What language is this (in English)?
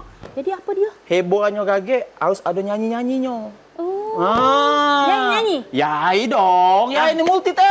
Musi